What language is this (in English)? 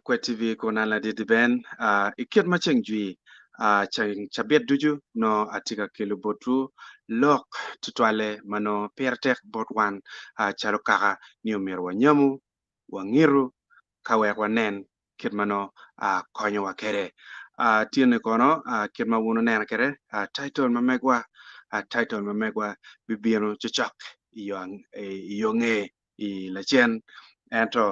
Acoli